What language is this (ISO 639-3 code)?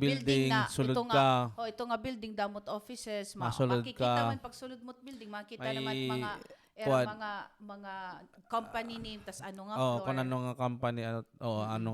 war